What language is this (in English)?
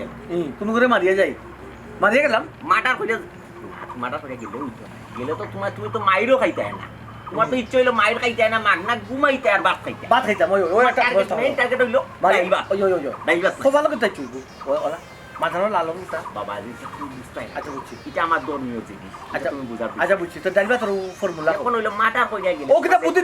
Sylheti